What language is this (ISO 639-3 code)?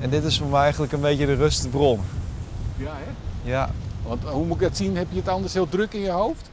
fry